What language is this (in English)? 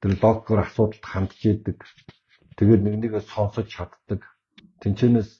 Mongolian